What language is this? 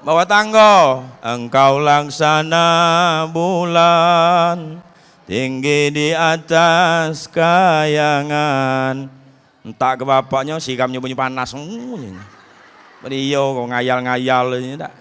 Musi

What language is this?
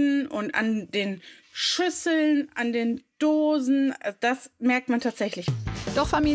German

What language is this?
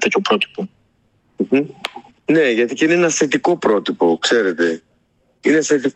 Greek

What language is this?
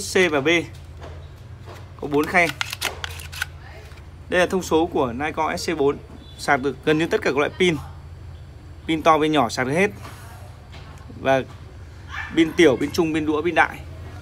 Vietnamese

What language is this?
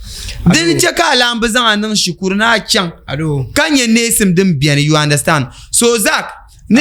Dagbani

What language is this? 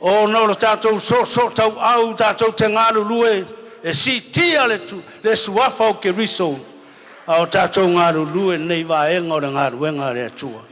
Samoan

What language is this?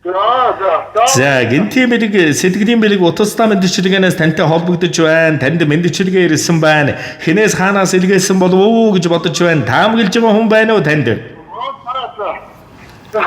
Mongolian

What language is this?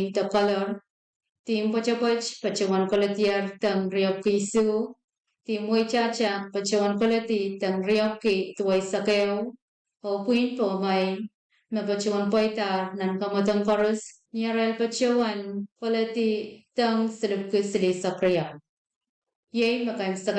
Pohnpeian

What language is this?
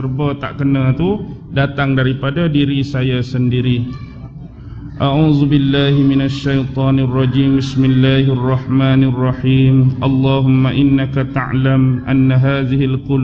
Malay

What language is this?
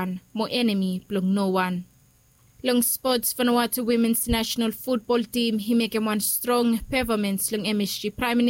Bislama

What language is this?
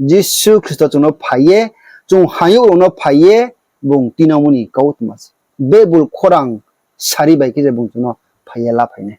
Riang (India)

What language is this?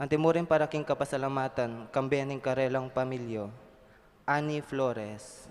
Pampanga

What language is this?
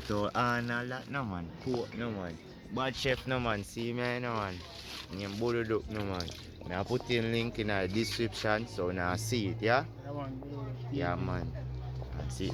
Jamaican Creole English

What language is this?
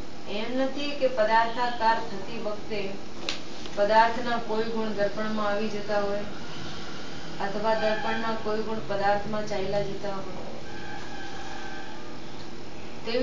Gujarati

